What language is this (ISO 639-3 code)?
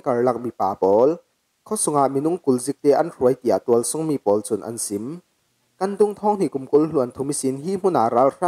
cfm